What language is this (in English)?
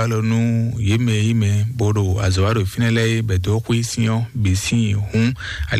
Fon